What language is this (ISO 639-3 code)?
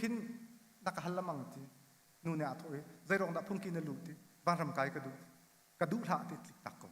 cnh